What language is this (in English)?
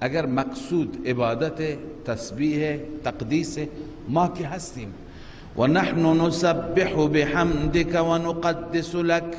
Persian